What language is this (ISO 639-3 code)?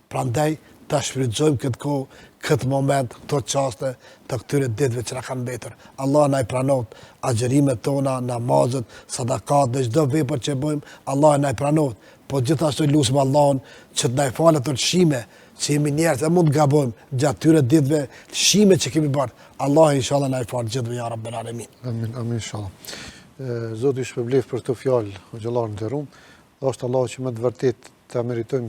sqi